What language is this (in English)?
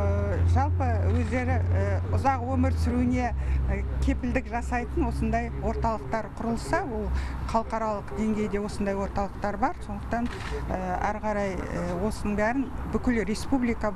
Kazakh